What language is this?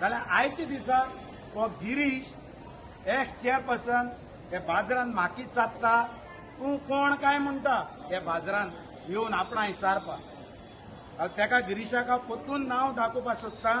Konkani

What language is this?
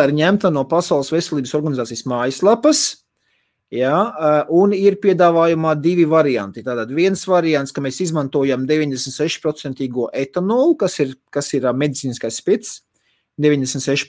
Latvian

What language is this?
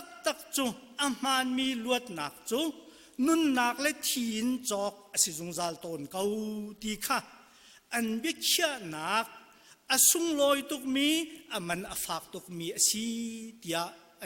Hakha Chin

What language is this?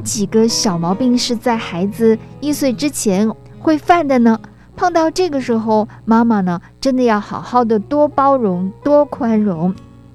Chinese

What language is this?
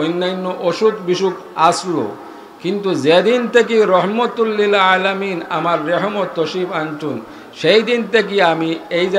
Sylheti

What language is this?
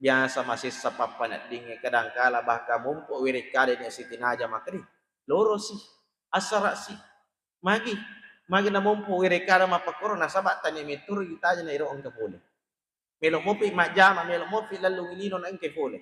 Buginese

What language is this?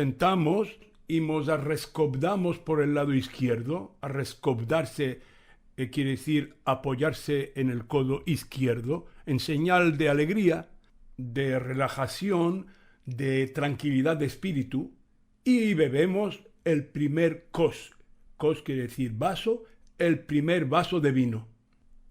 Ladino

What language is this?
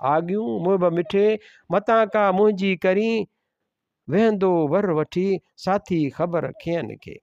Sindhi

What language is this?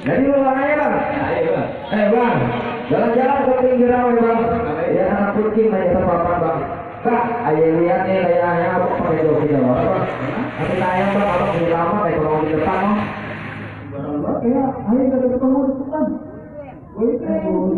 Betawi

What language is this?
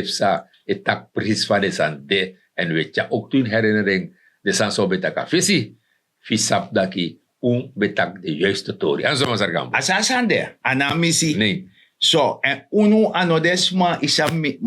Sranan Tongo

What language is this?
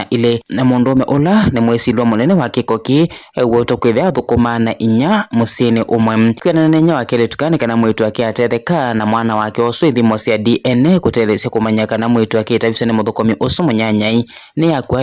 Kamba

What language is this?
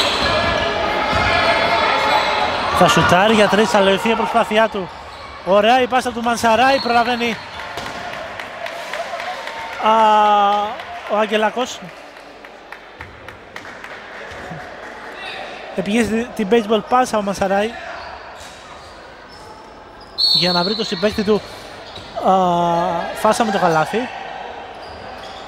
Greek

